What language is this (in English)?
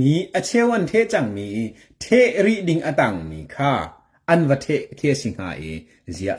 Hakha Chin